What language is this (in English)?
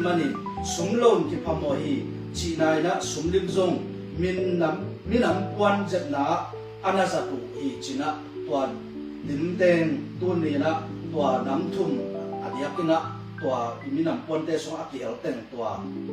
Tedim Chin